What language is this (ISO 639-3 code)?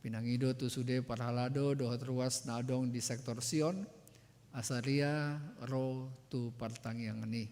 bbc